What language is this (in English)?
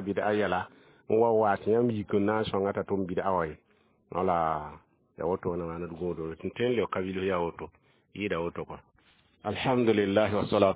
Mossi